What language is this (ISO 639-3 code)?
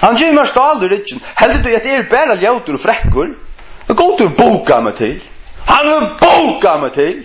fao